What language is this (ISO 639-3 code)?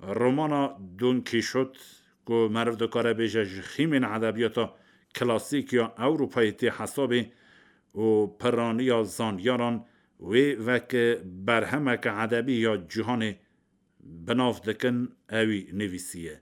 kur